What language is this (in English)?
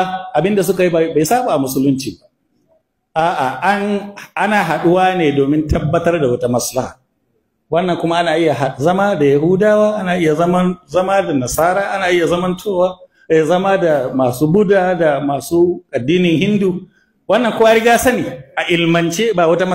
Hausa